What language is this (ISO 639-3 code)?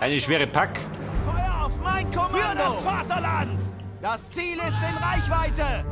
bar